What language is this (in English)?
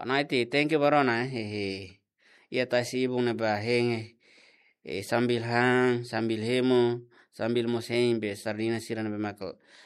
Tetum